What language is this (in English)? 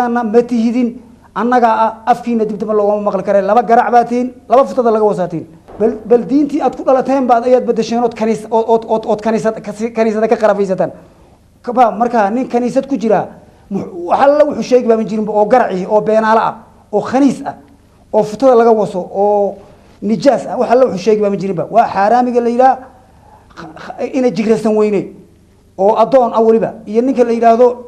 Somali